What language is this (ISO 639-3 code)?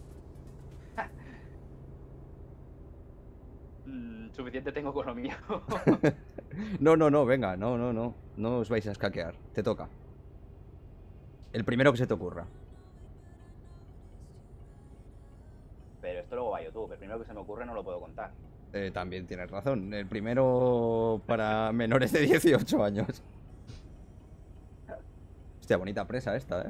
spa